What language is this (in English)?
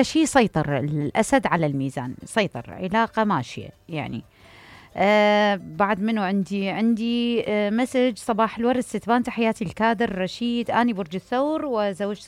Mesopotamian Arabic